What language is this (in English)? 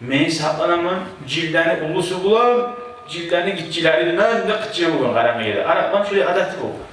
Kumyk